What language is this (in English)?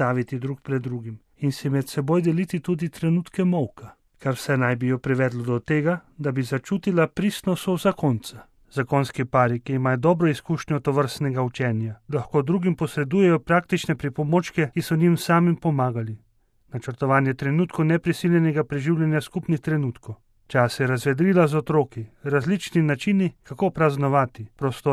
Slovenian